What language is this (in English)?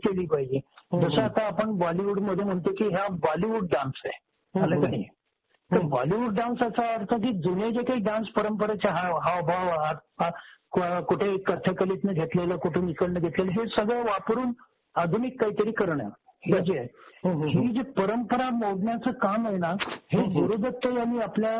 Marathi